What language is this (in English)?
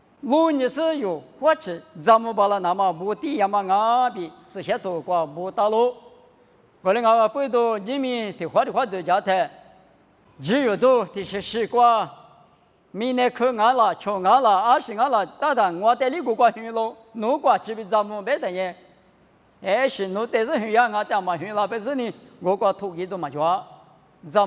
Lisu